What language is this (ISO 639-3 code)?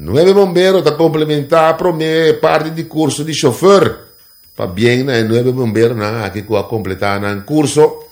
pap